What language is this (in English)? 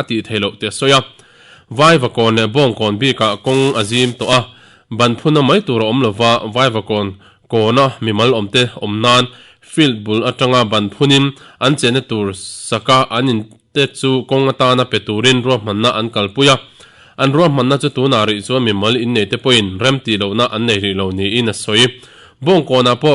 Mizo